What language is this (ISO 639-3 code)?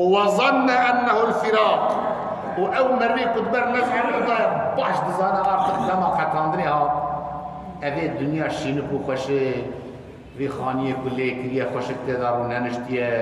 kur